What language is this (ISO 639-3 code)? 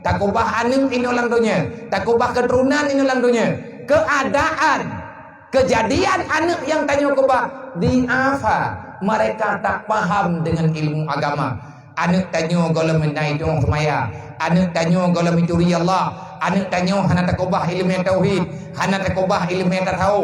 ace